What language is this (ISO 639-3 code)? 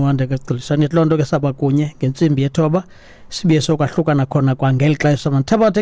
xho